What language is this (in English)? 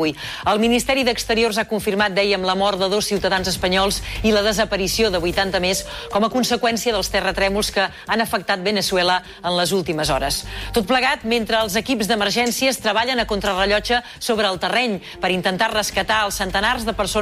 Catalan